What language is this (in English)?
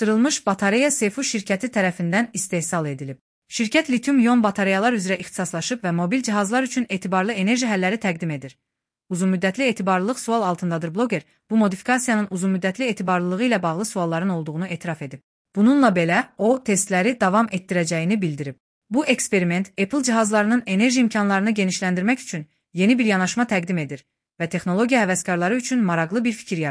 Azerbaijani